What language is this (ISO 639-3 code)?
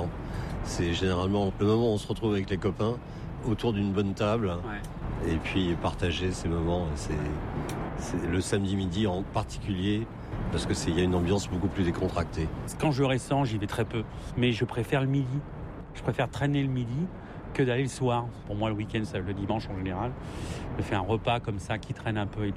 fra